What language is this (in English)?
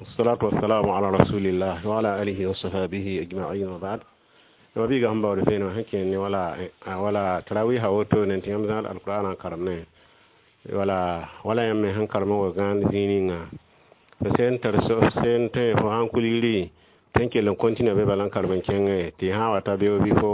Mossi